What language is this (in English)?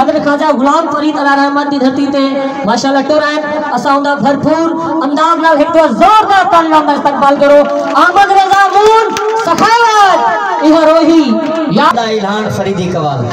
Saraiki